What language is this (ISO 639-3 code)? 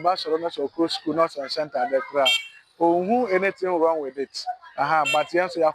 aka